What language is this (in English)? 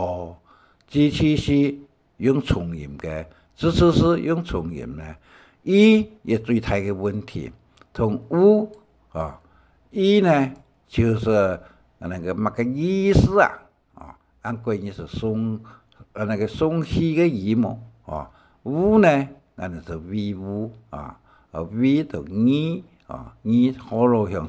Hakka Chinese